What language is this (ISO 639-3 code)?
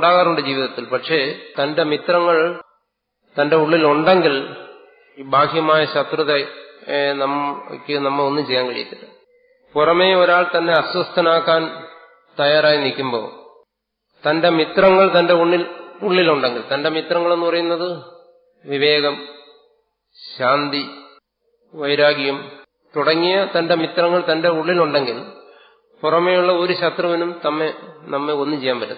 mal